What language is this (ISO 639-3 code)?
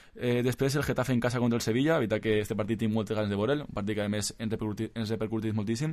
cat